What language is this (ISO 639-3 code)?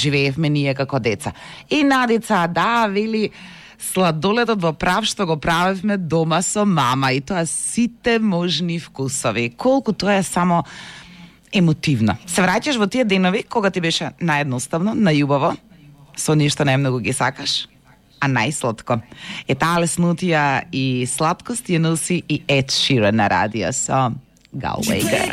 mkd